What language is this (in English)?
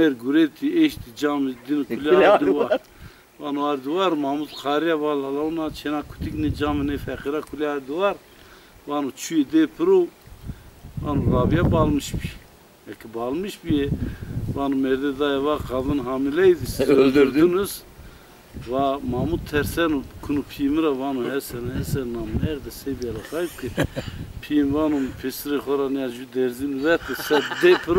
Zaza